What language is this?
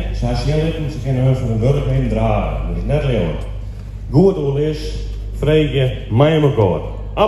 Western Frisian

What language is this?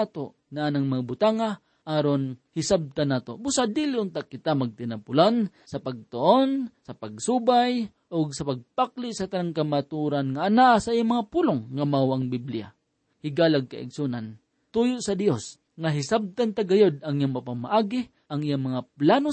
Cebuano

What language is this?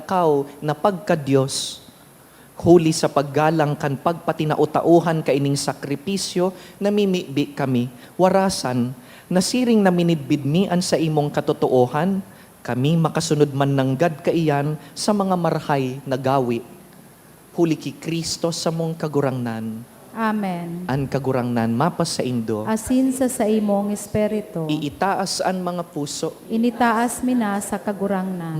Bikol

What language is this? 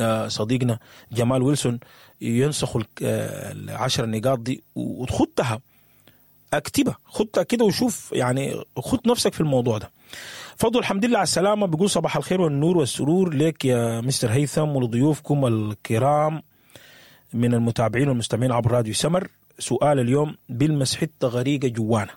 Sudanese Arabic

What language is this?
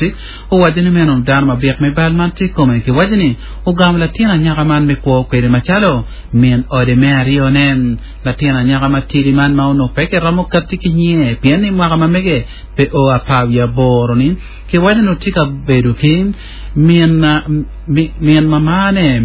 Acoli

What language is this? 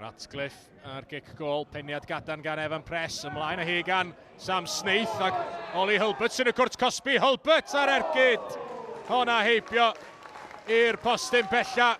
Welsh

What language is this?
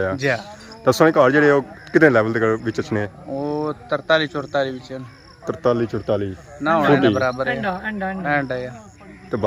Pahari-Potwari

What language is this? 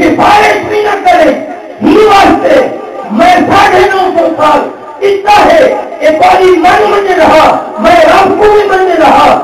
Saraiki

